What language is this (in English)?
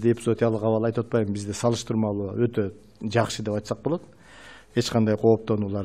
Kyrgyz